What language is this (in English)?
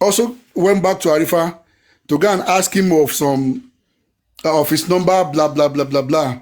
Yoruba